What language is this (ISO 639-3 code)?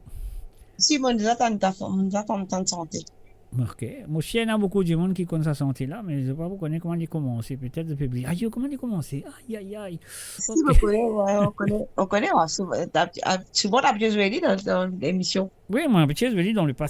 mfe